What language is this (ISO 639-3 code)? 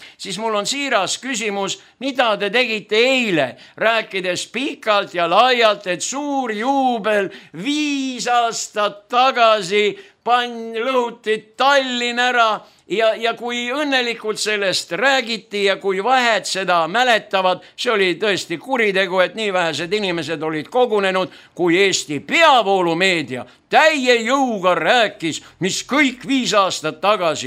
est